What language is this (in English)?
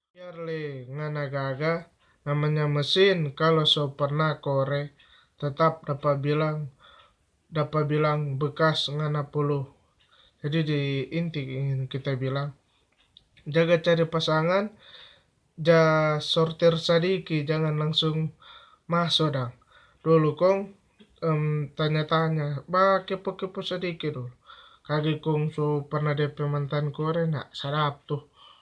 Manado Malay